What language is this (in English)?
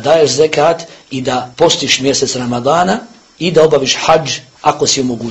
Bosnian